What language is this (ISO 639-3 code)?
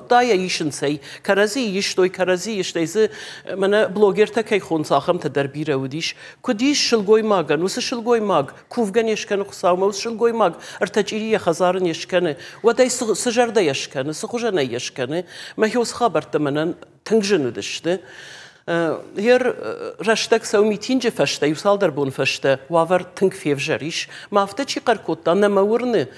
oss